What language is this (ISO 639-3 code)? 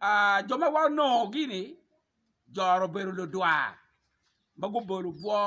ach